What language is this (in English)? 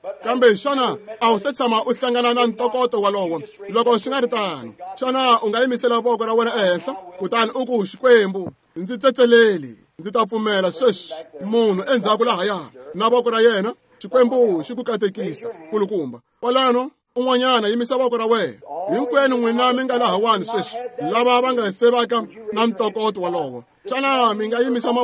Tsonga